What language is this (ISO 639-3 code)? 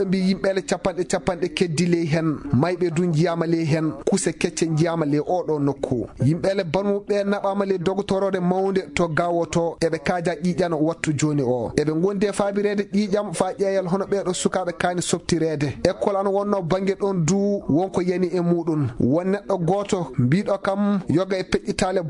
ffm